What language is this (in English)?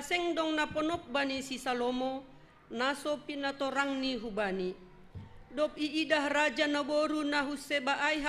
Batak Simalungun